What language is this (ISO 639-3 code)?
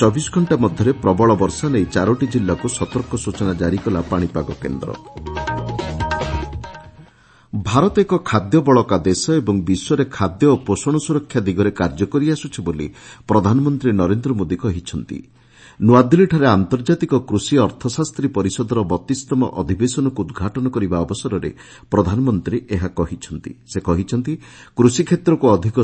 ori